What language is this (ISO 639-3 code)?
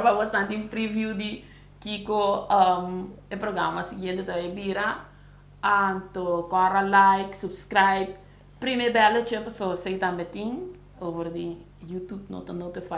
pap